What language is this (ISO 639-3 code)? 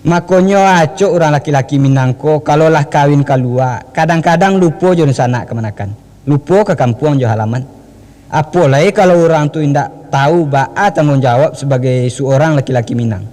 min